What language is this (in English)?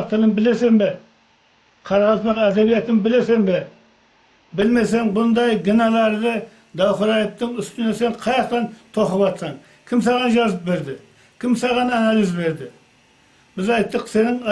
Kara-Kalpak